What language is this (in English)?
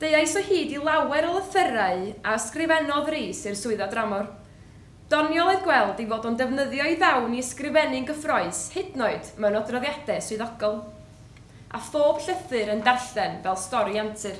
Welsh